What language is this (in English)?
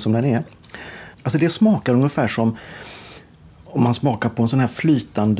Swedish